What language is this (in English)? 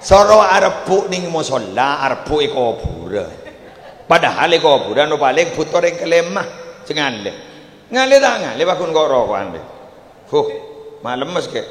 Madurese